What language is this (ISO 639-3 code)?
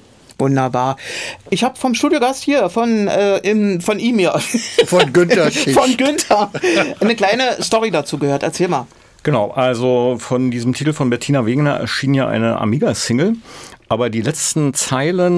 deu